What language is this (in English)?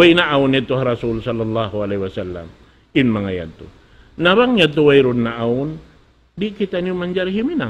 Tausug